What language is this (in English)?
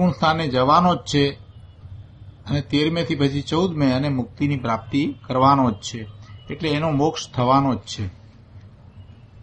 Gujarati